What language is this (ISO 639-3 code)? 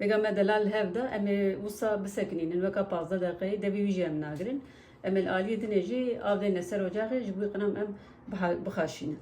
kur